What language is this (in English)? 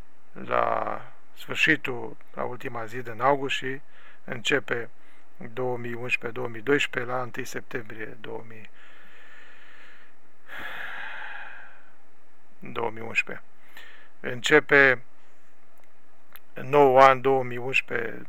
Romanian